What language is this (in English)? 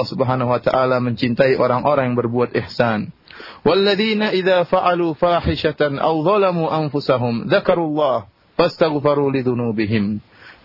Indonesian